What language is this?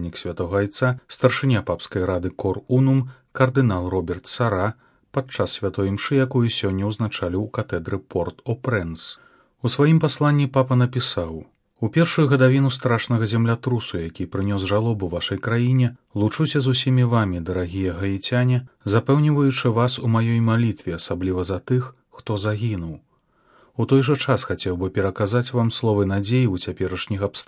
Belarusian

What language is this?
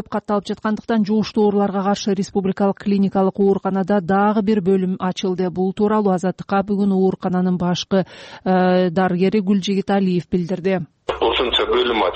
Kyrgyz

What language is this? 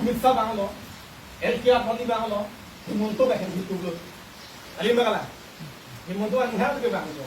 Karbi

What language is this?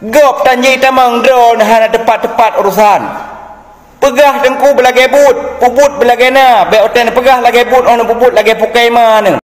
Achinese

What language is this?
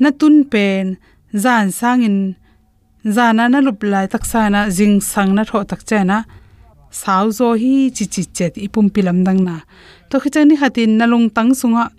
Tedim Chin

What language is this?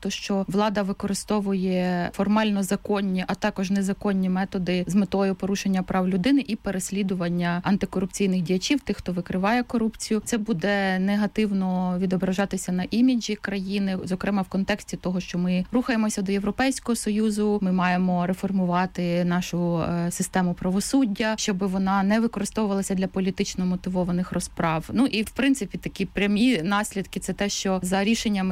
Ukrainian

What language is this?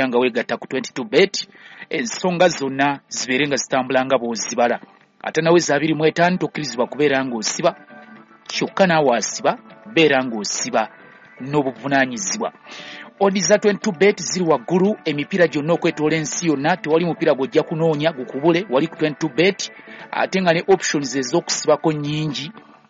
Ganda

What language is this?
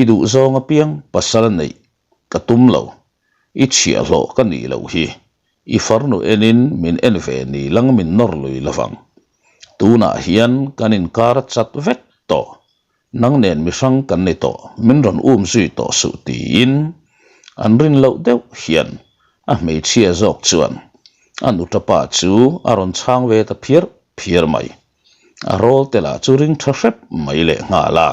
Mizo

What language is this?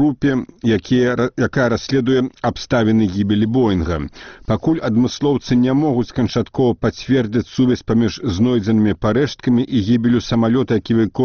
Belarusian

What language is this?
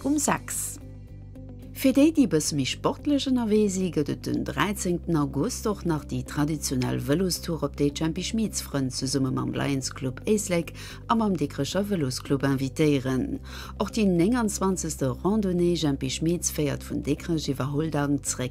Luxembourgish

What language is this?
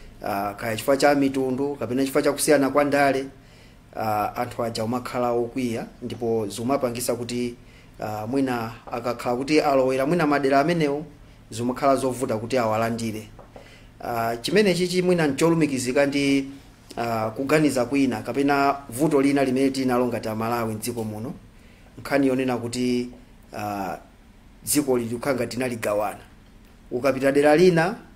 Nyanja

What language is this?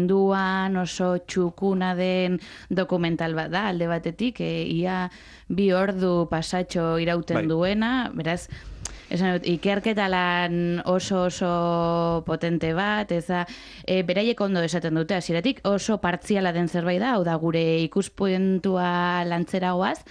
Basque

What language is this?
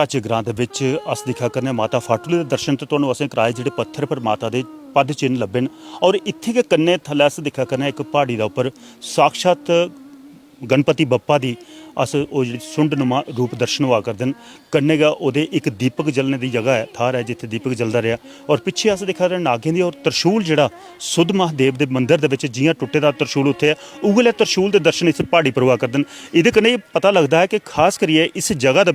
Dogri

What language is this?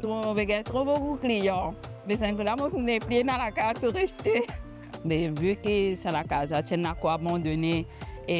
Morisyen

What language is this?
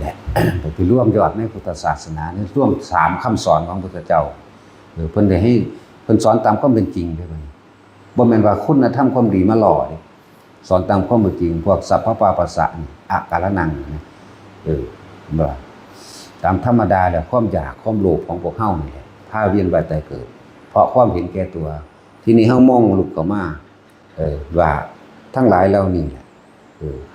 Northeastern Thai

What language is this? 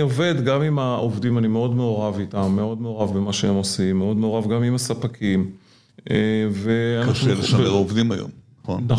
Hebrew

